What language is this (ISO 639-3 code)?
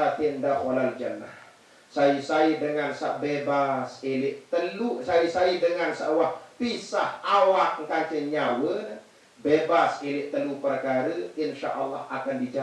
sas